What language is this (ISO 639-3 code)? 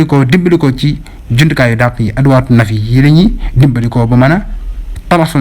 wol